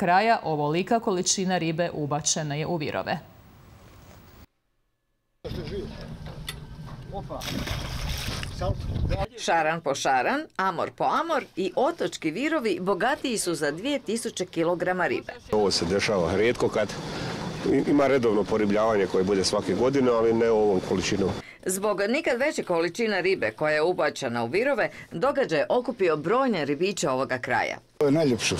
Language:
Croatian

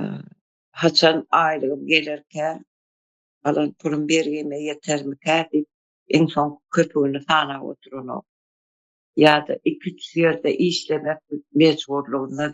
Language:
Turkmen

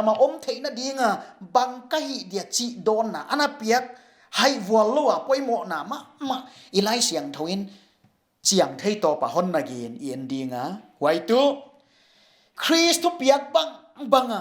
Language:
Paite Chin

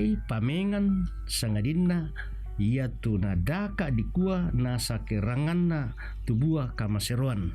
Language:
Toraja-Sa'dan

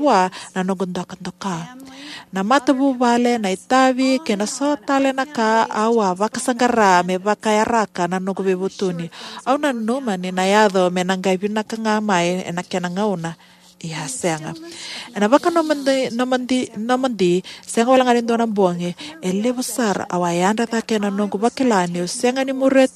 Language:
Fijian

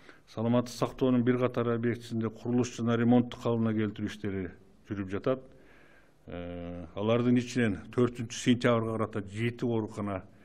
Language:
Kyrgyz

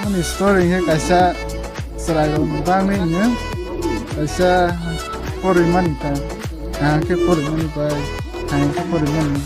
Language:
Kok Borok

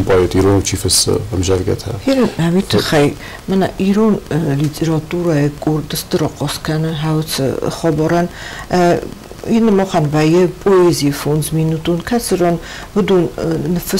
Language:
Ossetic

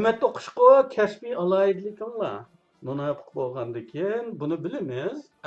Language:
Uyghur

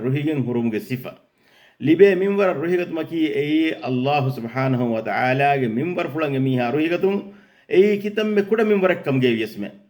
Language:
Divehi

